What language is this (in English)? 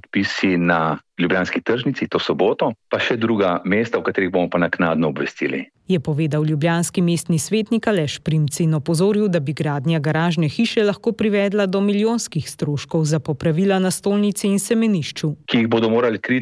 Slovenian